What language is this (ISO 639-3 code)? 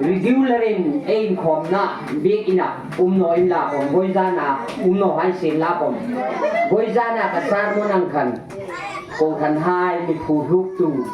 hmr